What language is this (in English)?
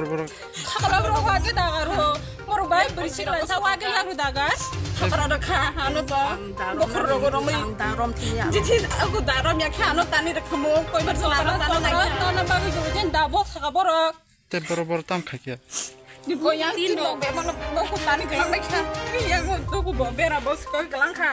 Kok Borok